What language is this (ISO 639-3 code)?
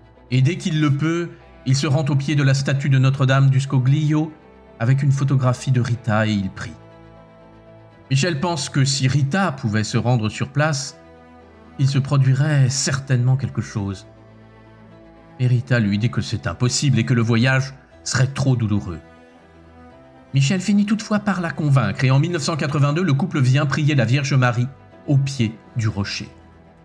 fra